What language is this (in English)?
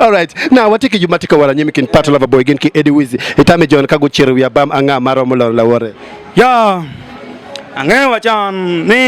Acoli